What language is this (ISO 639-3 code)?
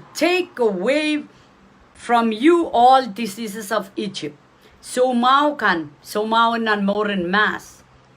pon